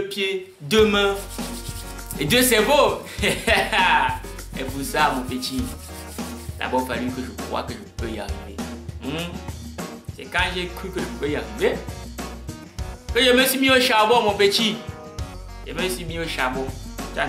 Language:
French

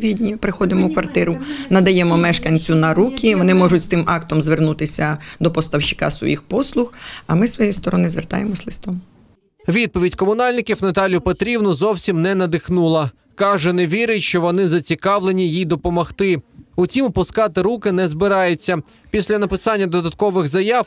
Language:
Ukrainian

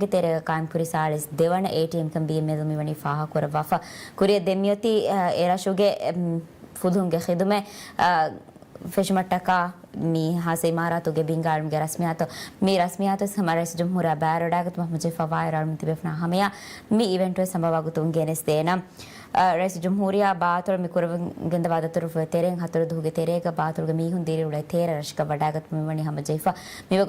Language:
Divehi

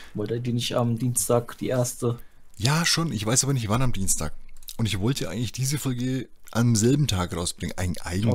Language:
German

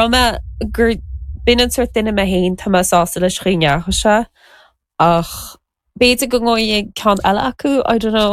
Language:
Irish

